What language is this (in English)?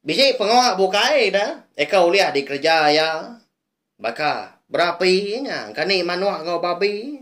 Iban